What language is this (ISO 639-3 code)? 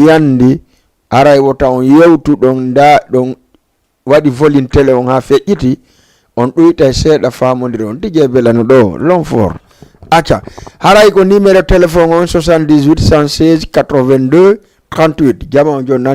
ful